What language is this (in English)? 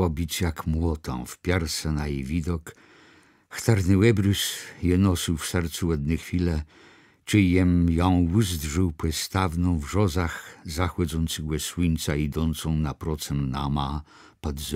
Kashubian